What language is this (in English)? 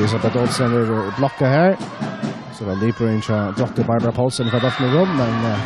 Faroese